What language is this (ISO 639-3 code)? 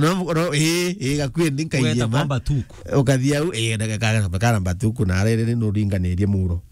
mer